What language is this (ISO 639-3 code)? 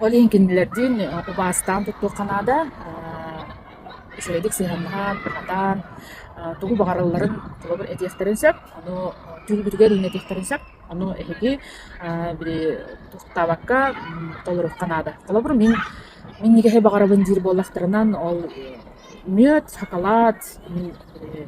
sah